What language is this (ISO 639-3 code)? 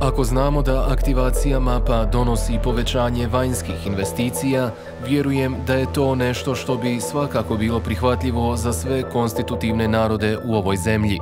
bos